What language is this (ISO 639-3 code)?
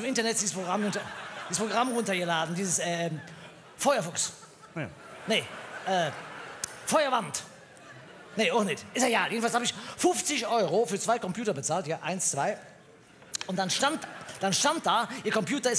deu